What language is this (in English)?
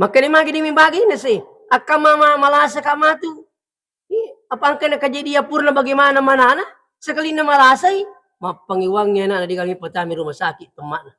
Buginese